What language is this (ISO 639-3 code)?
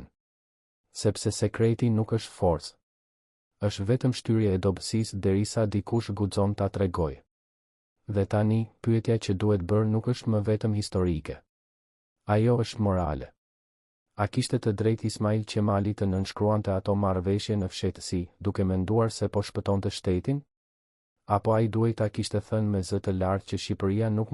sqi